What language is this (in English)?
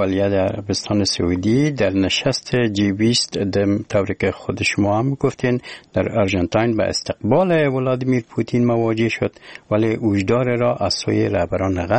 Persian